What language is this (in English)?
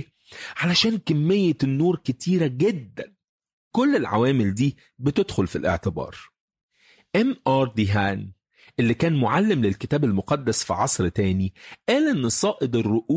Egyptian Arabic